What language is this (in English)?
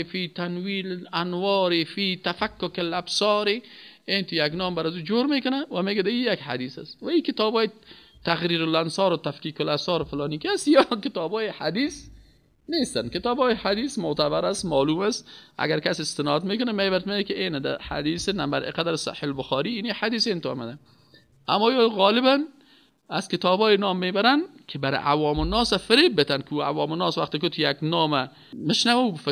Persian